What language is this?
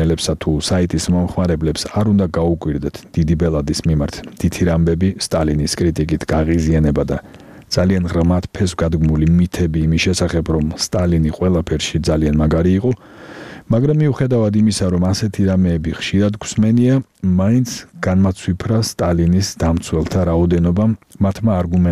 Georgian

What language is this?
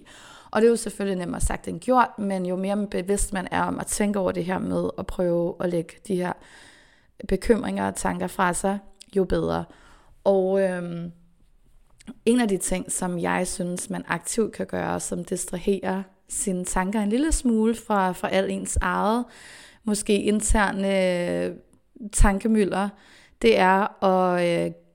Danish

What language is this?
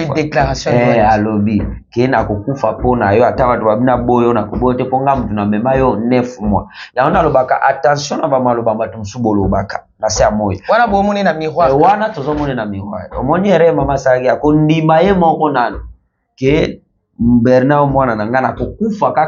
Lingala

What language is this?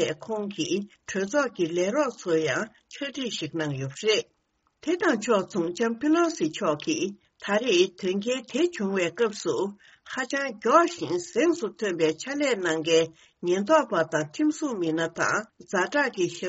Tibetan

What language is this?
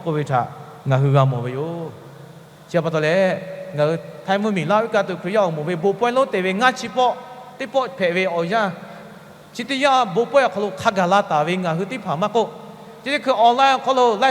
Lahu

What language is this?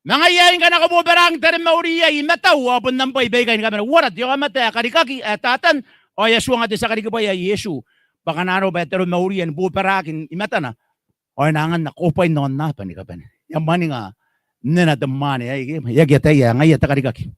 Gilbertese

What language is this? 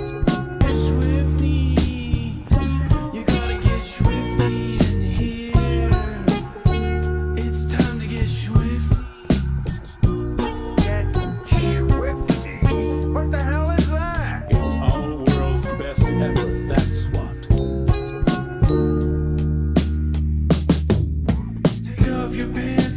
English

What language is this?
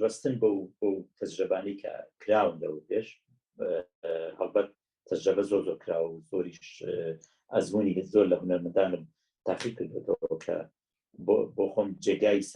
Central Kurdish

